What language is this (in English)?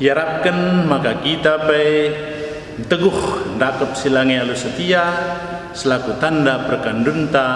Batak Karo